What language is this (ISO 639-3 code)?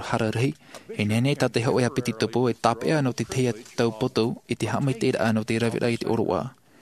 tah